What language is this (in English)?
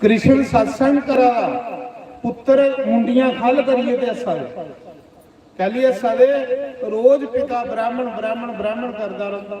Dogri